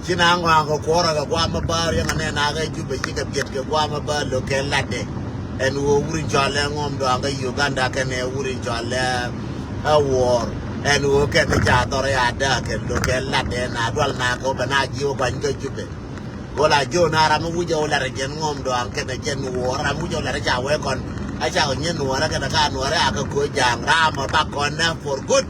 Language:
Nuer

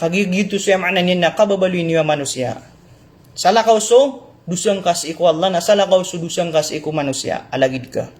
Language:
Maranao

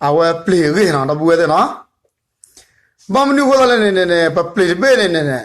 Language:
S'gaw Karen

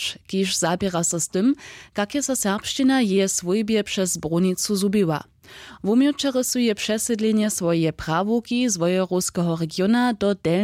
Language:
Upper Sorbian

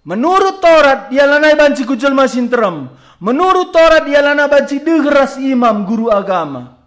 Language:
Batak Karo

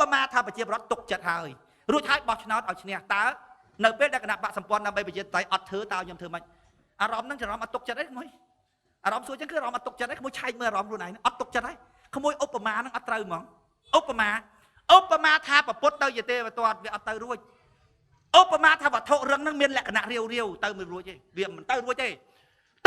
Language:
Khmer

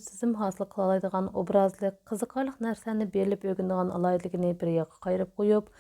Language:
Uyghur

